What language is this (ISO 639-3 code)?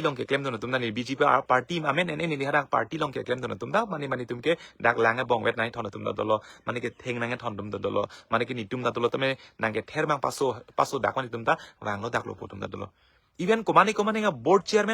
mjw